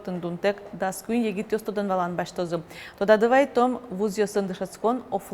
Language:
Udmurt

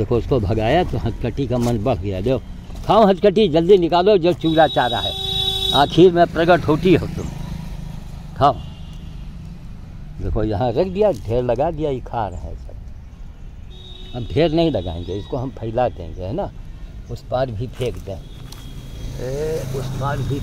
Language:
Hindi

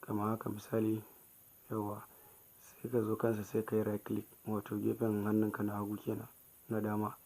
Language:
Hausa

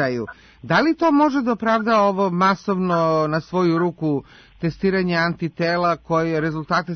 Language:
Serbian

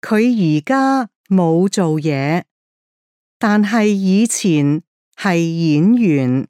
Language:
Cantonese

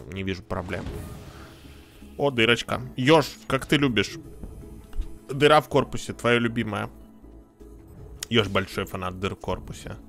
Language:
Russian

